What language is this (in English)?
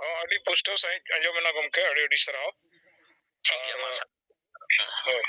Santali